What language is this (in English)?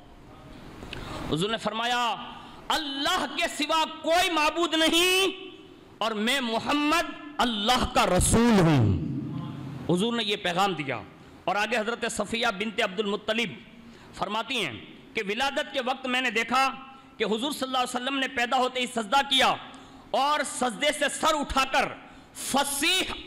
Urdu